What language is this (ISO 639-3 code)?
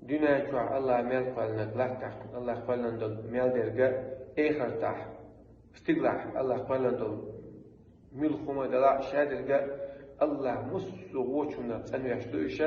che